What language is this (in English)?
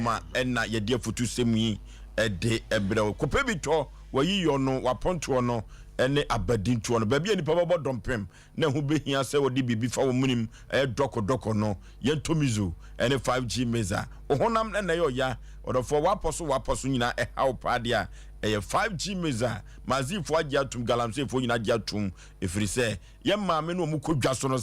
Akan